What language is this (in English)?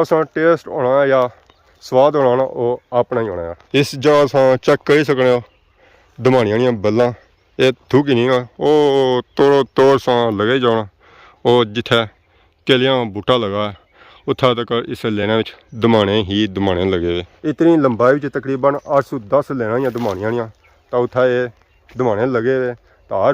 Pahari-Potwari